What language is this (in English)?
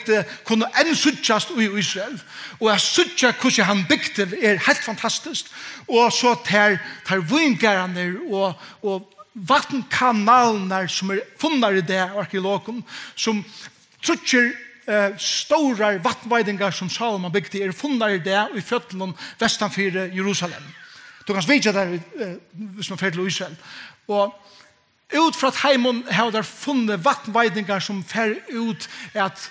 Faroese